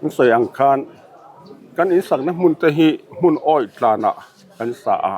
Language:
Mizo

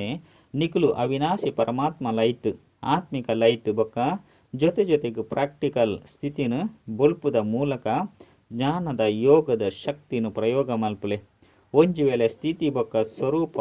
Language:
Tulu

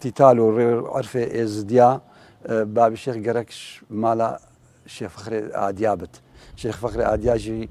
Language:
Kurdish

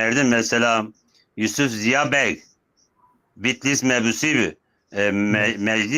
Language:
Zaza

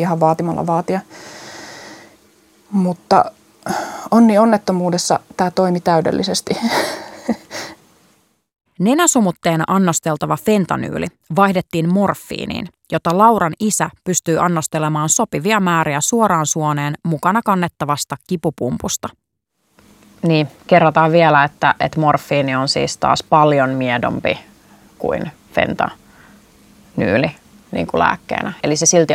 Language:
Finnish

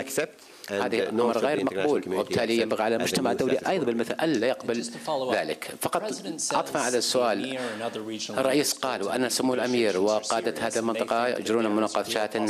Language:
Arabic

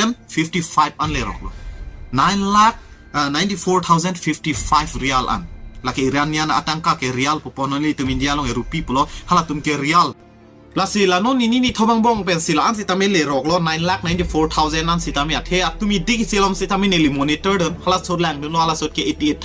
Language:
Karbi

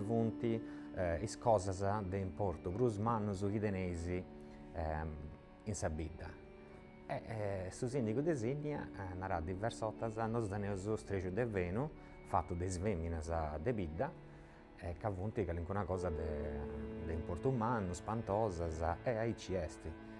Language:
Sardinian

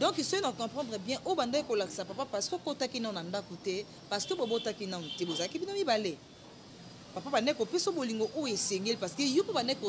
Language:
Lingala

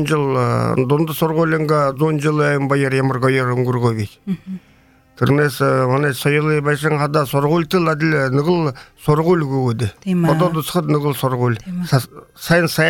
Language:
Buriat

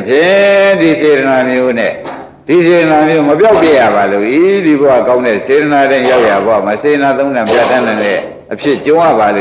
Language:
Burmese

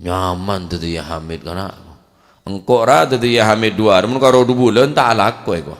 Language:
Madurese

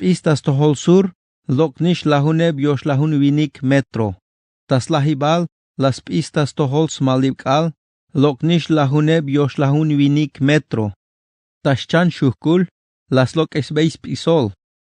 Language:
Tzeltal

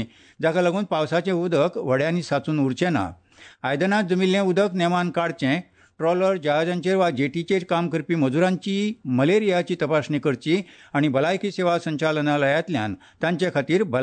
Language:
Konkani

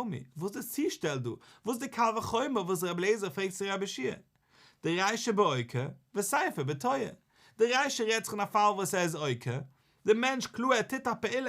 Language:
Yiddish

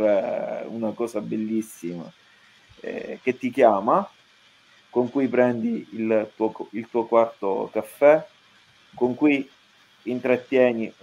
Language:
Italian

